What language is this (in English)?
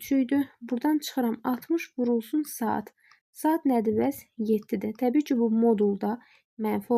Azerbaijani